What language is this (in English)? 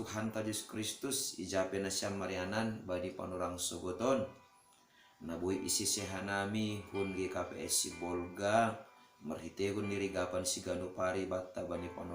Batak Simalungun